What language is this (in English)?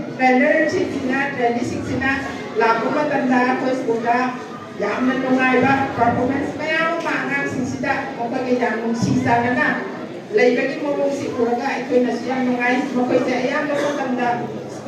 Manipuri